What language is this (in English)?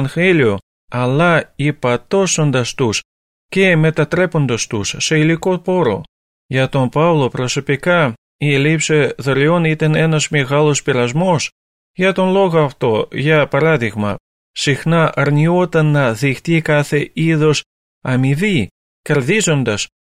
Greek